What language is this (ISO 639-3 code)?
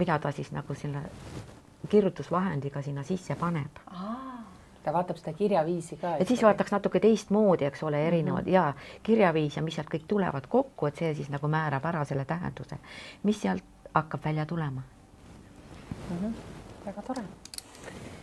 est